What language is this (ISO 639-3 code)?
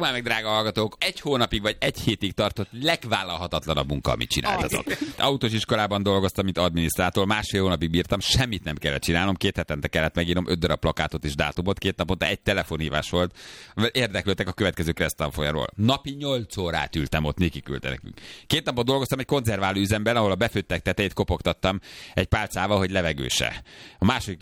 hun